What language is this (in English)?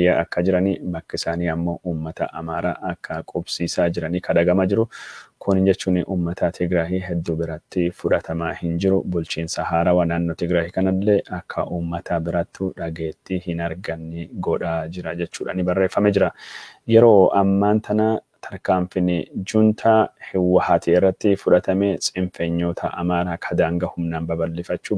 Oromo